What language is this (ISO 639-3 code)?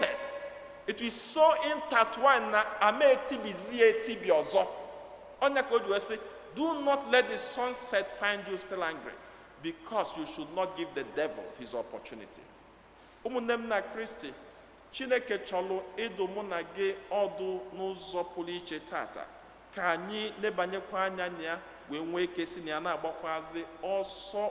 ibo